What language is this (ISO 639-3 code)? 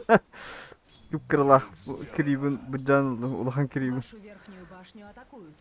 sah